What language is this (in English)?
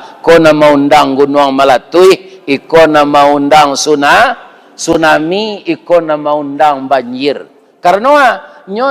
Minangkabau